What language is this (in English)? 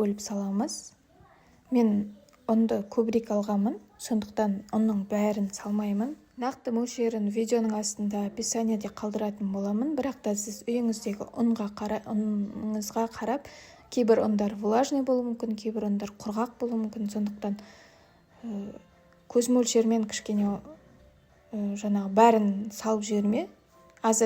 Kazakh